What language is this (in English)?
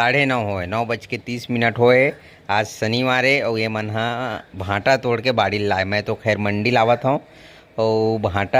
Chhattisgarhi